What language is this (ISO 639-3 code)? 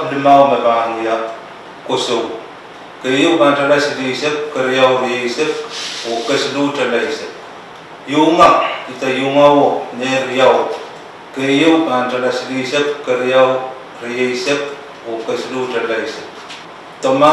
pon